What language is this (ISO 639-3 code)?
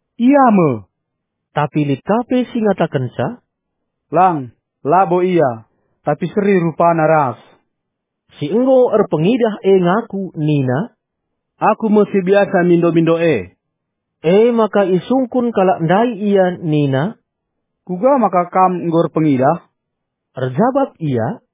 btx